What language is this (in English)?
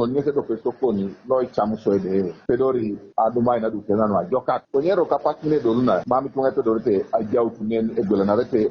Teso